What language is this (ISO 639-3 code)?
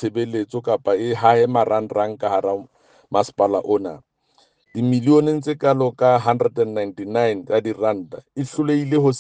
sot